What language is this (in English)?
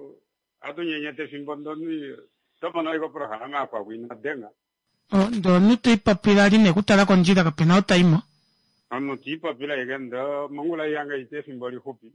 Kuanyama